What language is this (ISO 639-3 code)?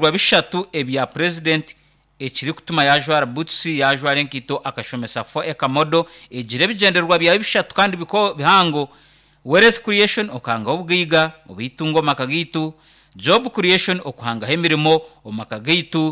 nyn